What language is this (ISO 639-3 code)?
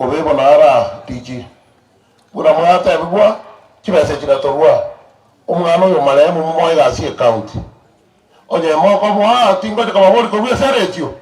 guz